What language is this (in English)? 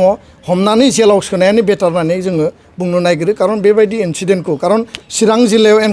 Bodo